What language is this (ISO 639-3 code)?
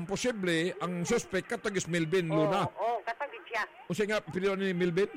ceb